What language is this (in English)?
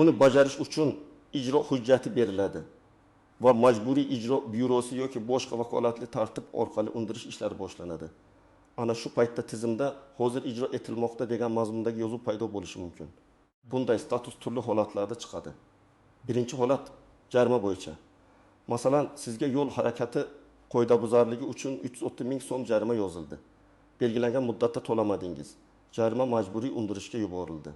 Uzbek